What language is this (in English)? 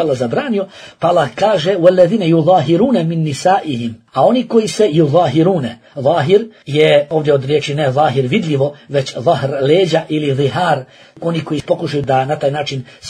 Bosnian